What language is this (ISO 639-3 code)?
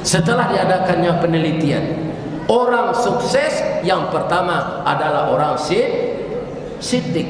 min